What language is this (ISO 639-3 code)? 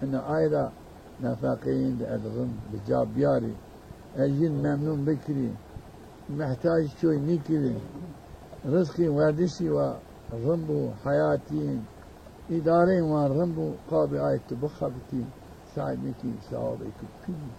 zza